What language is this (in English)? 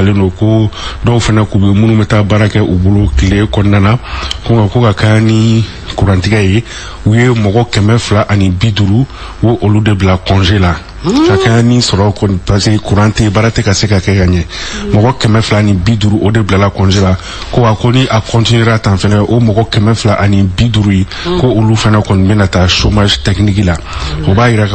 Bambara